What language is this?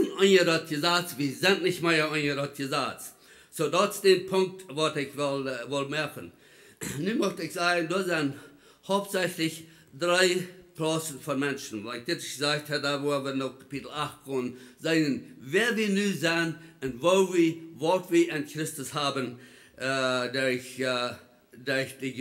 Plautdietsch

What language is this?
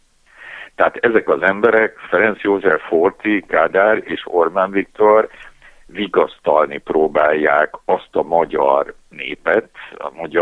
Hungarian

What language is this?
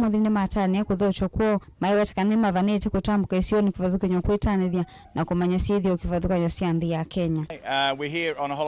Kamba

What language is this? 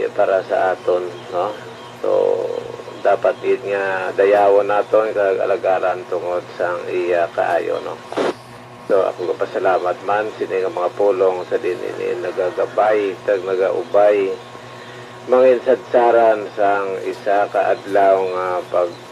Hiligaynon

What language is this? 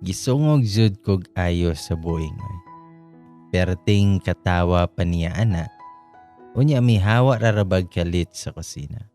Cebuano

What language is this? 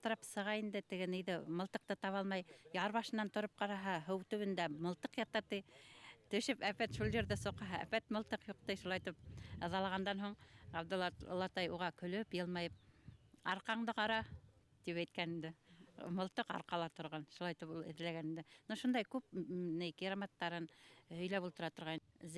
Bashkir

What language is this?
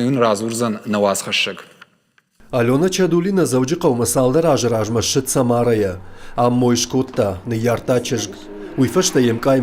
Ossetic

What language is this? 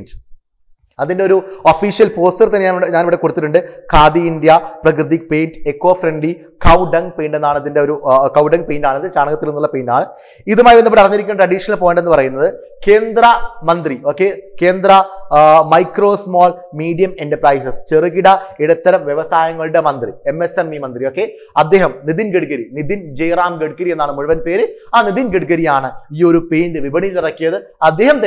Malayalam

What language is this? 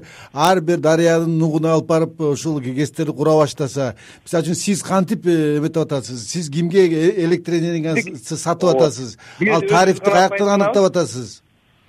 Kyrgyz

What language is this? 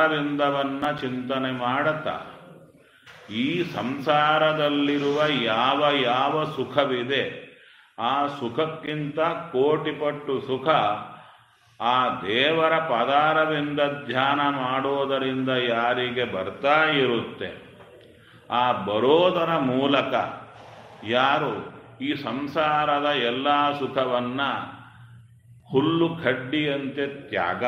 Kannada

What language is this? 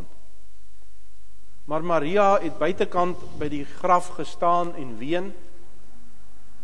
Afrikaans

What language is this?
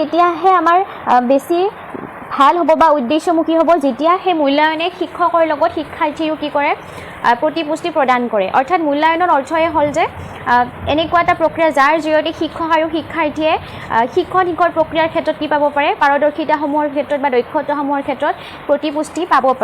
Assamese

